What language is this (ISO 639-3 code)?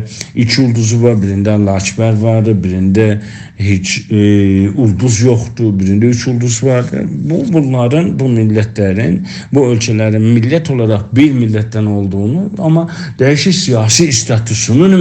azb